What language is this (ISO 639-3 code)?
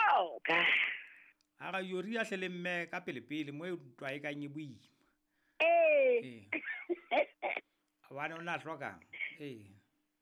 sot